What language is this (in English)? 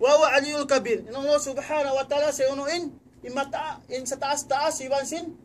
Tausug